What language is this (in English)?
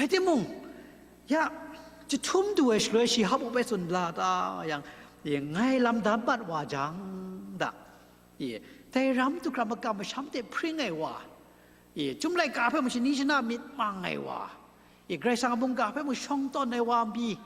Kachin